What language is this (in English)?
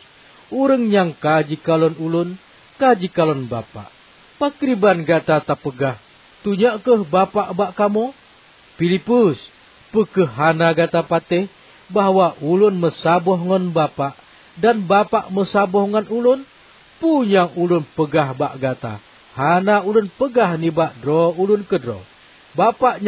Achinese